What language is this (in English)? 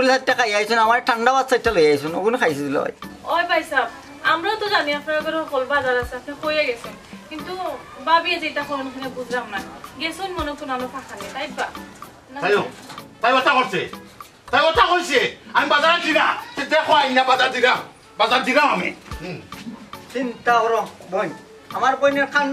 Sylheti